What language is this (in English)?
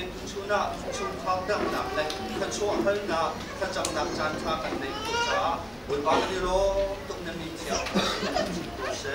Hakha Chin